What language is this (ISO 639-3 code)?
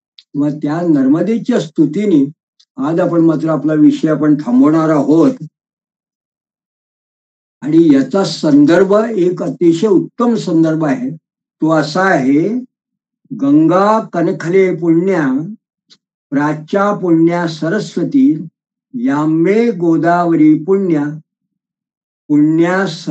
mar